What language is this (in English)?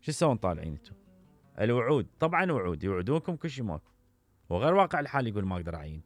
Mesopotamian Arabic